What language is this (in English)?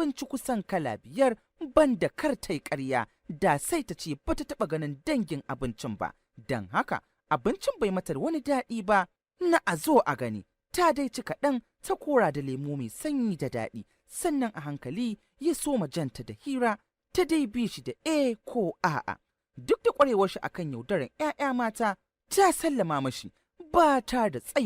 Hausa